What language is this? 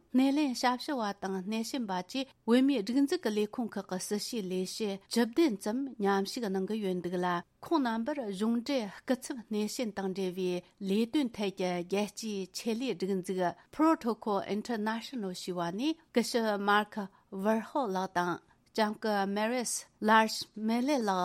Tibetan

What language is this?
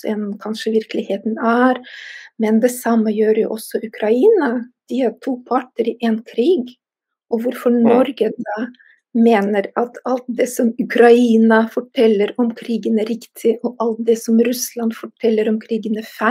Norwegian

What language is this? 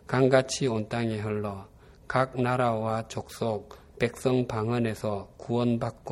Korean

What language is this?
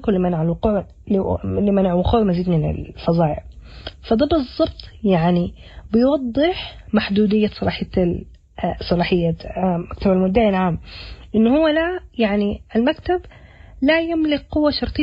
Sudanese Arabic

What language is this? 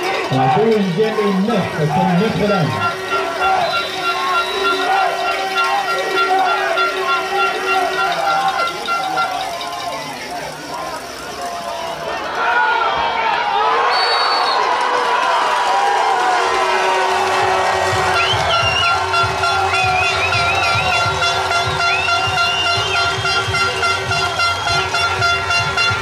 French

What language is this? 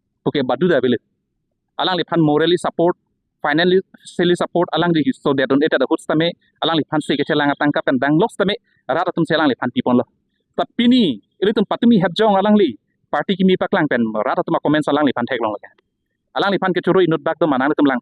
Karbi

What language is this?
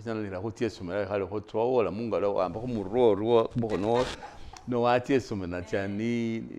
Masaaba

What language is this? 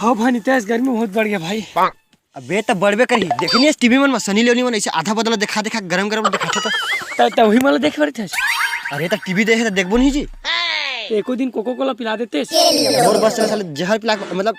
Chhattisgarhi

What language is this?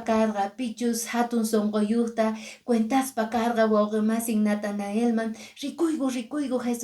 Quechua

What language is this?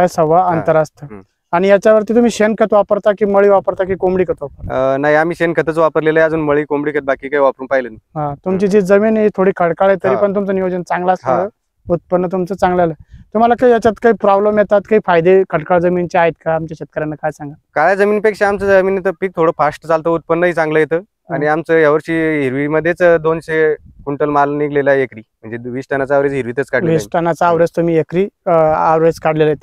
Marathi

